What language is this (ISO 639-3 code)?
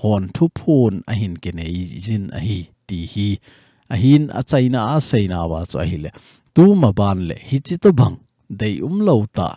tcz